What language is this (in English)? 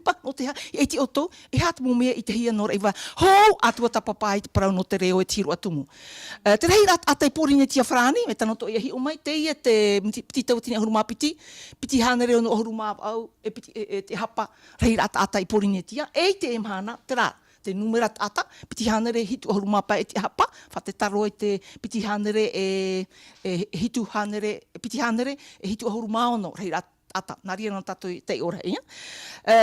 Tahitian